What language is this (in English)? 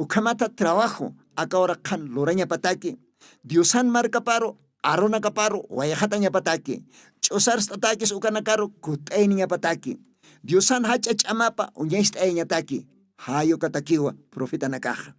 Aymara